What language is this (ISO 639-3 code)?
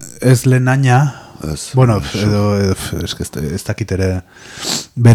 eus